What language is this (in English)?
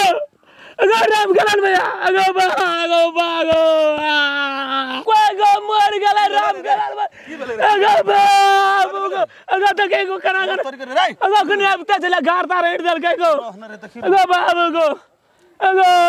Maithili